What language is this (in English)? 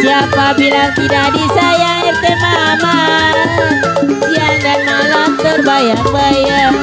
Betawi